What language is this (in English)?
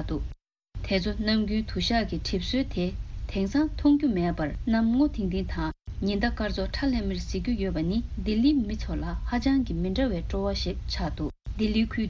Tibetan